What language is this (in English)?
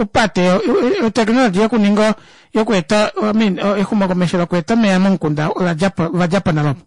Kuanyama